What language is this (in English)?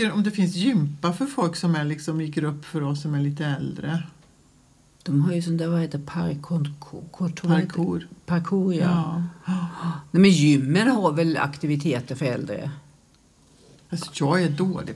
Swedish